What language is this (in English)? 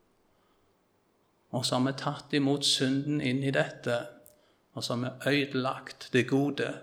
Norwegian